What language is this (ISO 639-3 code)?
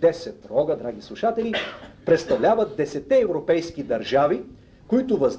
bul